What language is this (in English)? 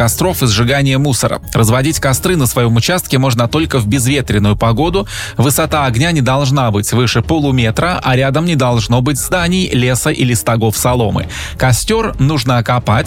Russian